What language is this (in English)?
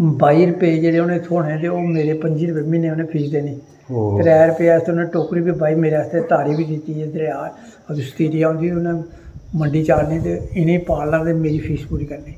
Dogri